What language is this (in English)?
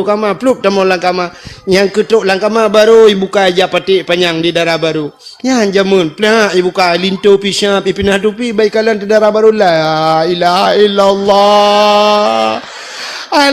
Achinese